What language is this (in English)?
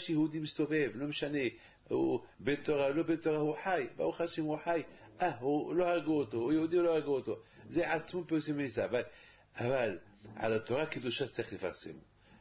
Hebrew